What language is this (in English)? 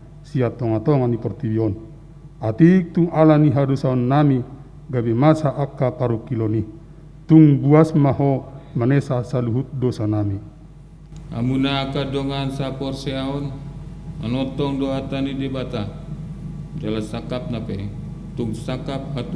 Batak Toba